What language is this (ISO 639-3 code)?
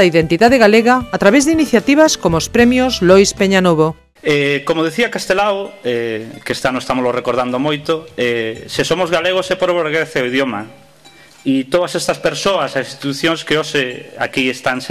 glg